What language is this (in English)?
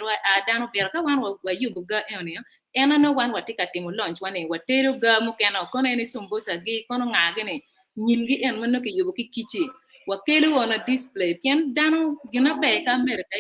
Acoli